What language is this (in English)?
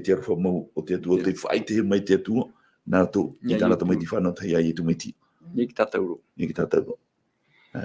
Tahitian